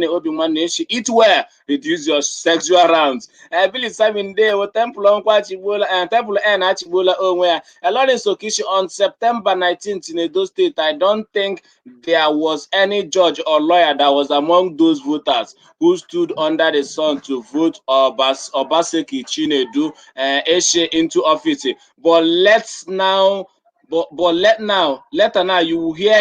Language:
Igbo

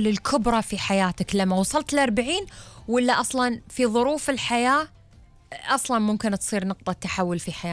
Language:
Gulf Arabic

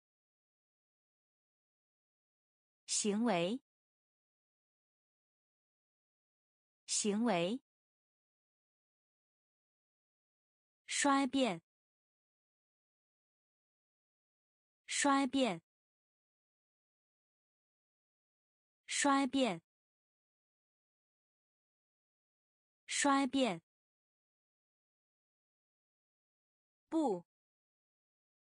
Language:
Chinese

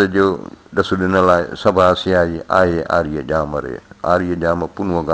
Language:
Sindhi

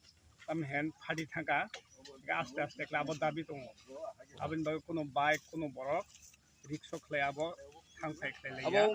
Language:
Kok Borok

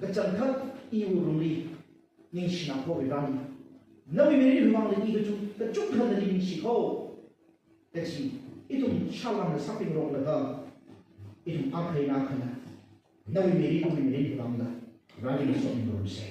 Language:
Tangkhul Naga (India)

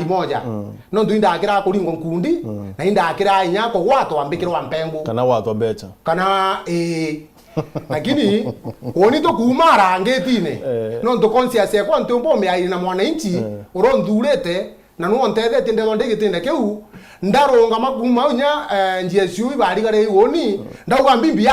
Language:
Meru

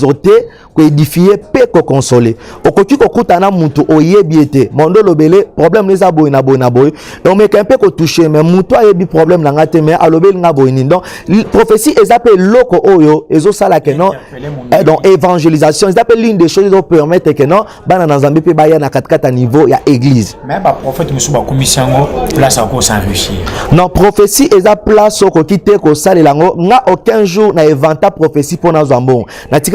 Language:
Lingala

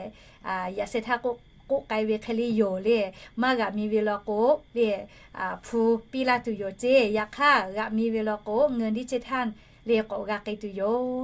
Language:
Lahu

